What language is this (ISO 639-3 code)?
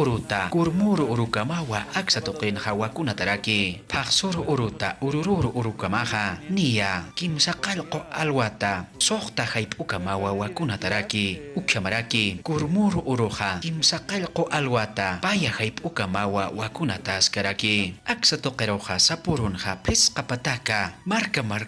aym